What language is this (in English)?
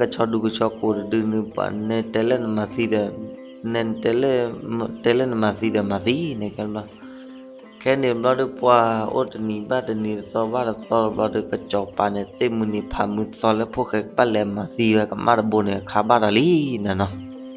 S'gaw Karen